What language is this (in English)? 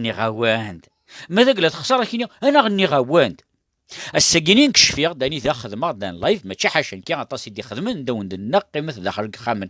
Kabyle